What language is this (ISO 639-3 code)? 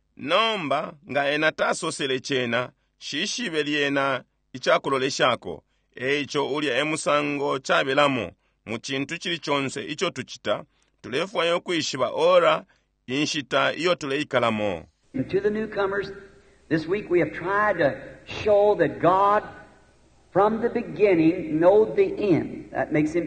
bem